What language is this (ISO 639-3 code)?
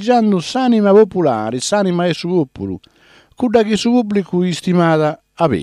srd